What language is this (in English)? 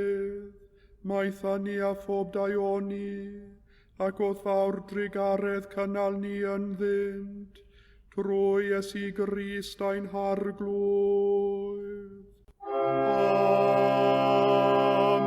Welsh